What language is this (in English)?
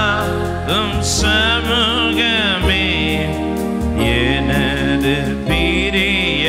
Tamil